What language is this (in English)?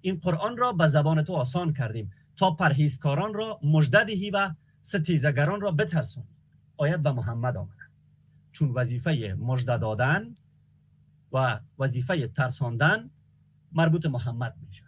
Persian